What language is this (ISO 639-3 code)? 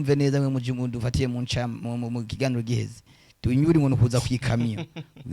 run